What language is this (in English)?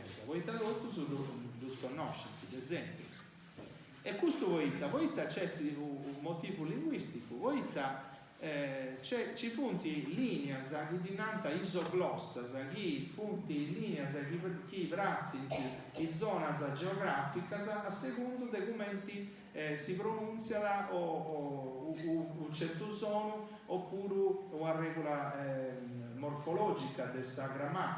Sardinian